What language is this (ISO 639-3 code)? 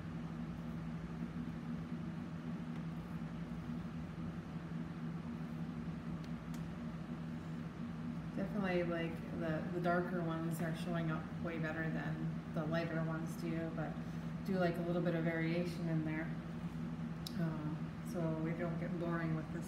eng